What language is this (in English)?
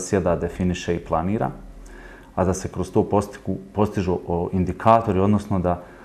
Bosnian